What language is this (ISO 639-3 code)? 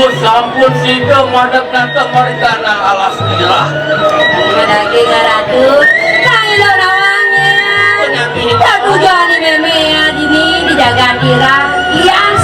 ban